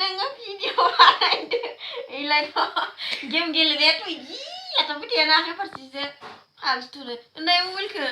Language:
Bodo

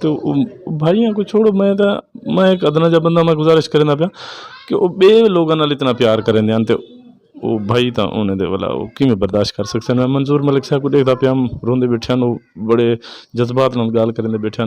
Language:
Saraiki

